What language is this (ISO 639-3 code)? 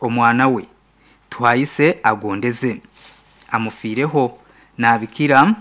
nyn